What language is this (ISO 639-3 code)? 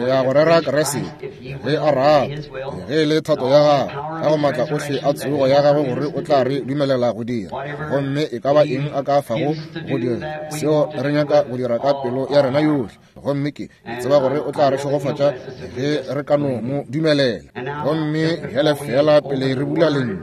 nso